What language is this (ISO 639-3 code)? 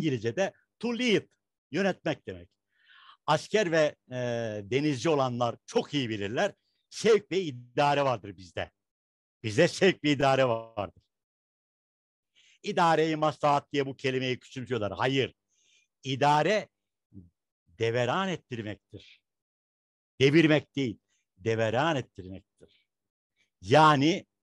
tur